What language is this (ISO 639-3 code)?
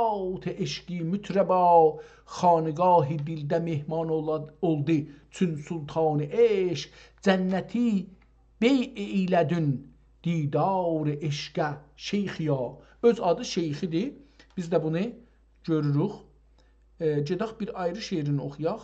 azb